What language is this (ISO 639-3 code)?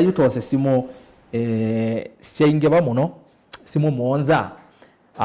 kam